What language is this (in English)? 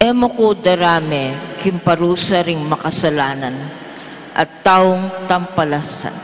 Pampanga